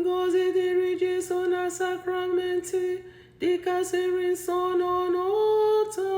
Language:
Igbo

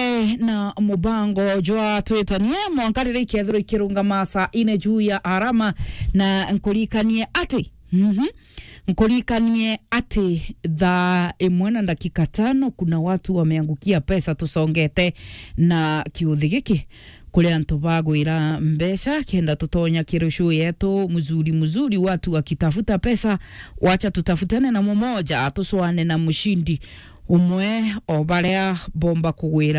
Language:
Meru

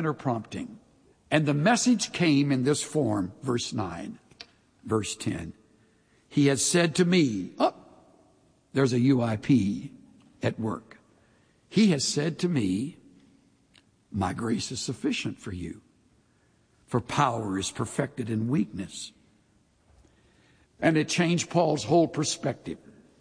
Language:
English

